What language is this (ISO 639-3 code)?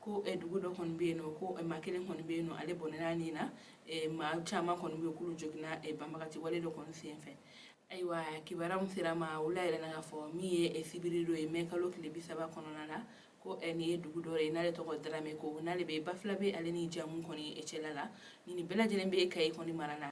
bam